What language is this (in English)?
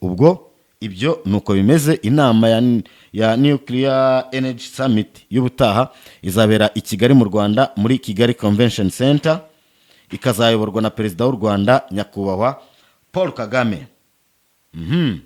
Kinyarwanda